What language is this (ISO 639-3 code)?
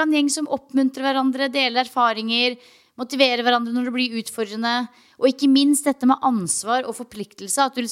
nor